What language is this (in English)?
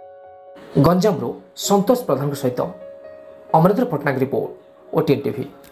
Odia